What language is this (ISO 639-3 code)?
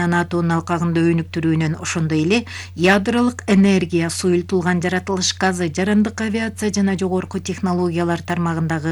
kir